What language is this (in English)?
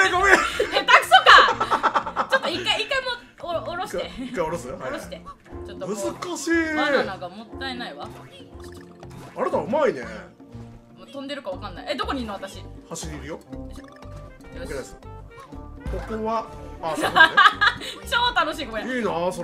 Japanese